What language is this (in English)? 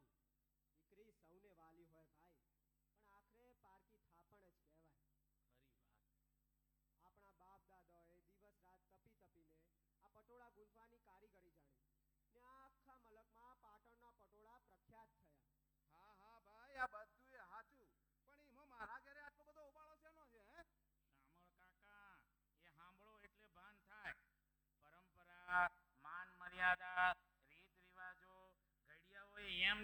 Gujarati